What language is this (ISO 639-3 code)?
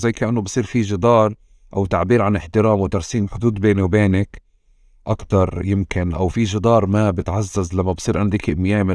apc